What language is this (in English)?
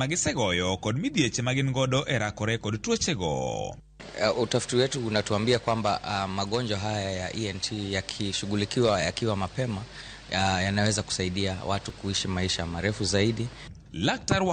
Luo (Kenya and Tanzania)